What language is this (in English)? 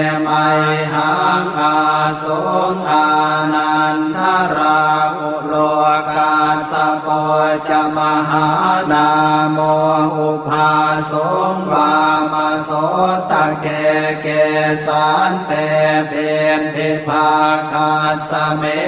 Pali